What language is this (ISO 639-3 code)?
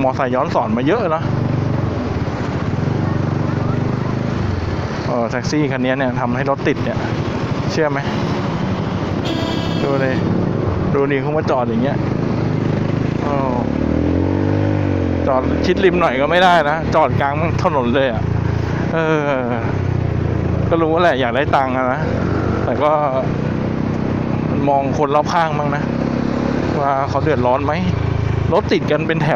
tha